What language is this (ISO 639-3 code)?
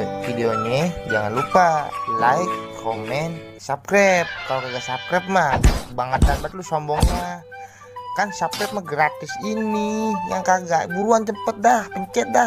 bew